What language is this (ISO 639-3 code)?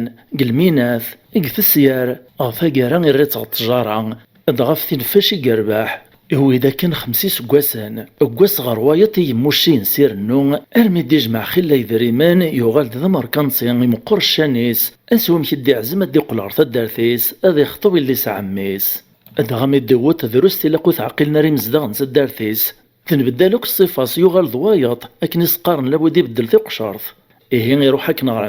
kab